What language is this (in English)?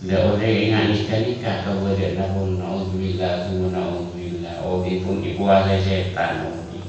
Madurese